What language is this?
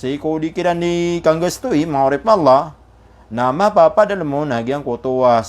Maranao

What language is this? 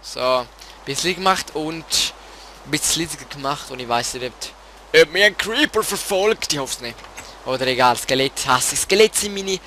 Swiss German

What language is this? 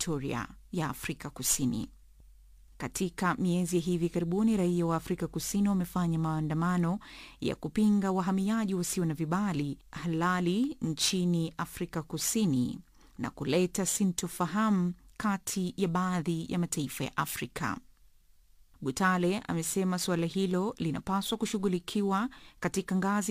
Swahili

